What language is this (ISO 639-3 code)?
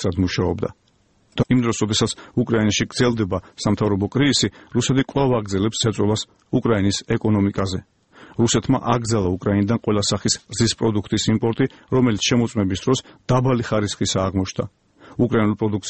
kat